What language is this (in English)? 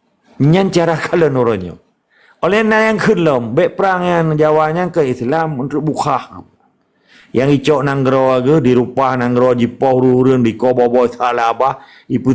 Achinese